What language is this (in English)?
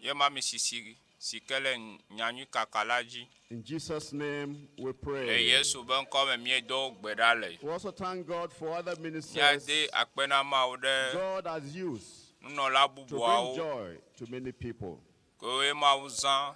Ewe